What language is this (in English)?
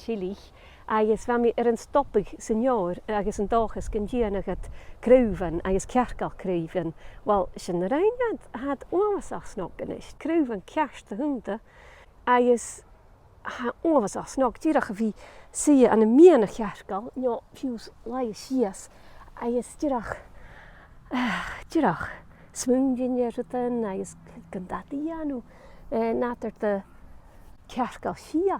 Scottish Gaelic